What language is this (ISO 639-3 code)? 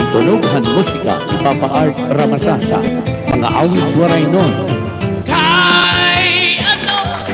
war